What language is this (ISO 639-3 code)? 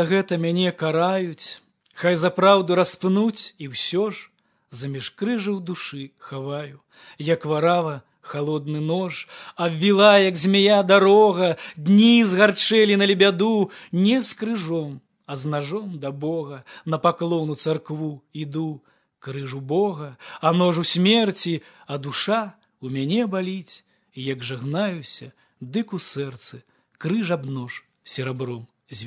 bel